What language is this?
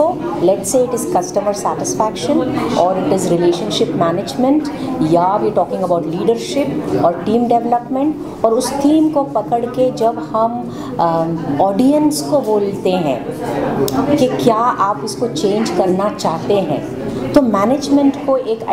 Hindi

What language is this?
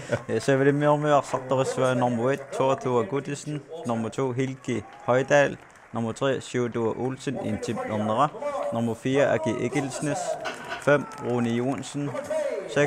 Kalaallisut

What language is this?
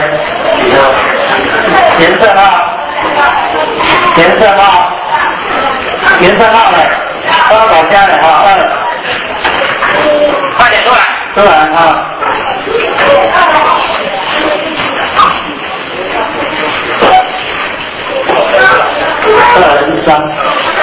Chinese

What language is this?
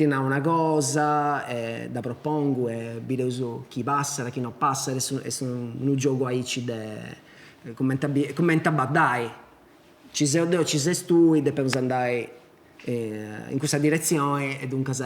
Sardinian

